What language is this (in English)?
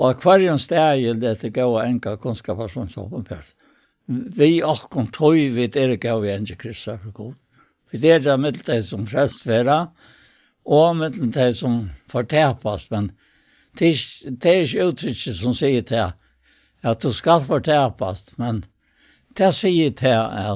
Faroese